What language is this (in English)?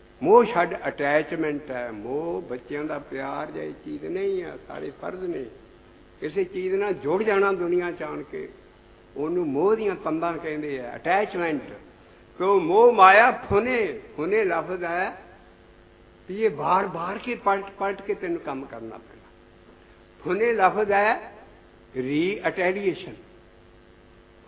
Punjabi